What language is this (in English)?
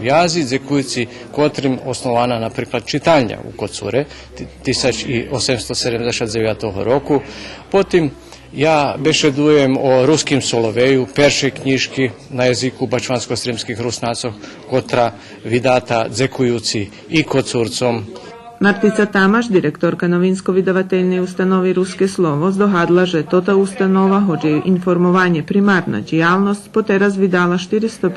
Rusyn